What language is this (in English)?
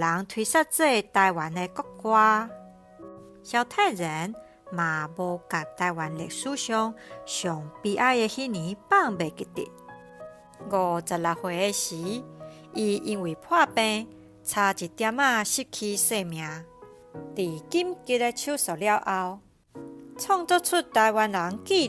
Min Nan Chinese